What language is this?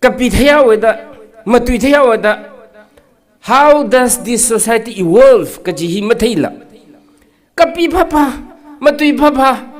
Tangkhul Naga (India)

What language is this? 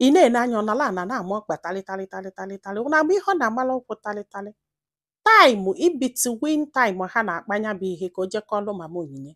Igbo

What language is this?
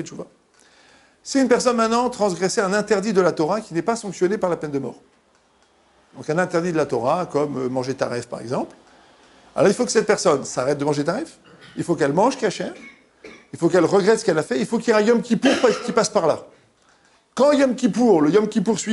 French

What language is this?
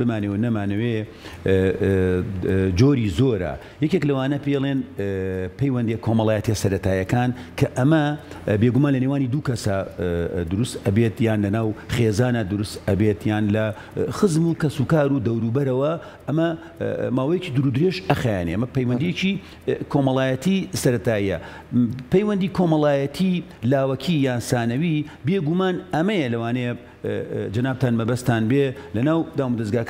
Central Kurdish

